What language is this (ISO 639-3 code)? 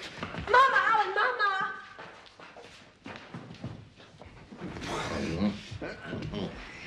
slk